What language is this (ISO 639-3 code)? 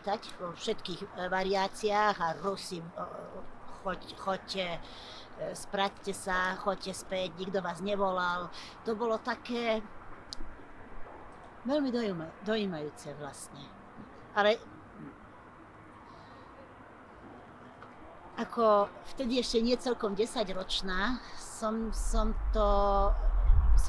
slk